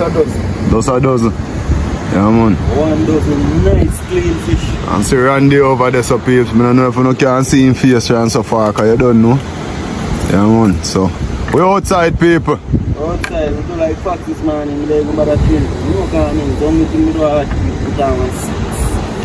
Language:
Jamaican Creole English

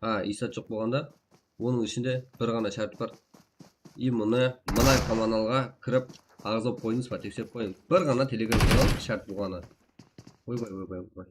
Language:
Kara-Kalpak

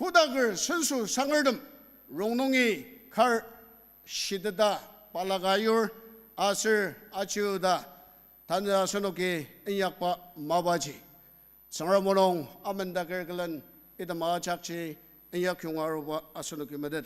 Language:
Ao Naga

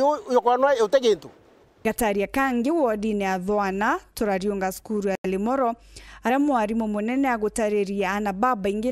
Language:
Meru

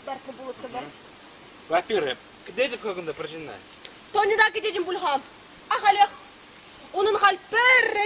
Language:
Chuvash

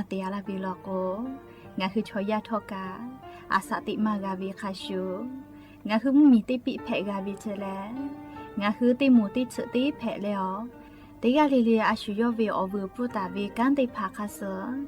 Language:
Lahu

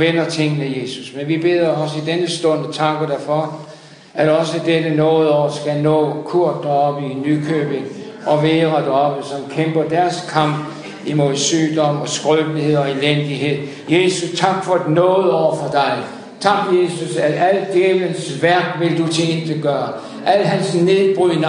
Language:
Danish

